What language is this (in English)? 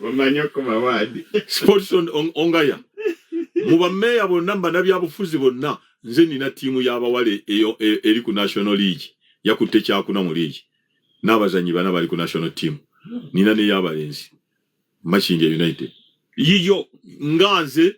Ganda